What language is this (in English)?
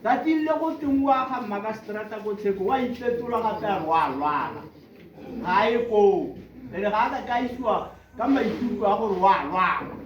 Tswana